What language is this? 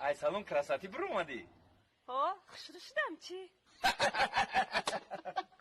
Tajik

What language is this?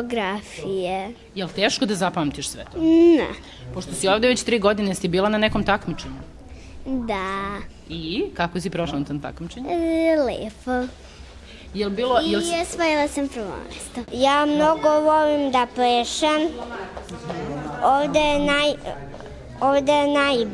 Serbian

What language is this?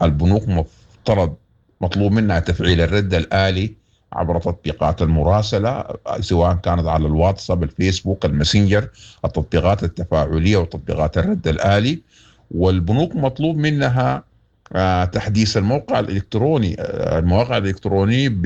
Sudanese Arabic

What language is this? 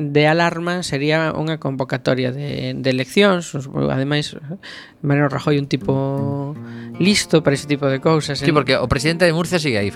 Galician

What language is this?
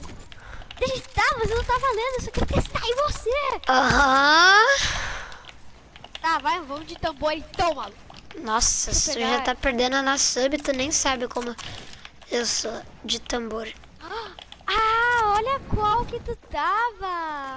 Portuguese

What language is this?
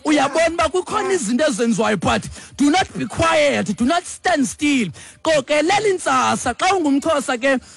Xhosa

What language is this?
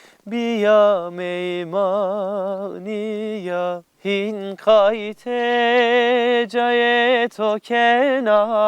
Zaza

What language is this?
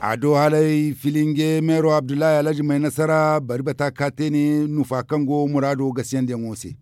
Zarma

